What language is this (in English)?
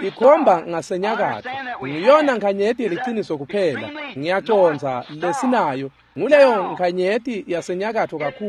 Swati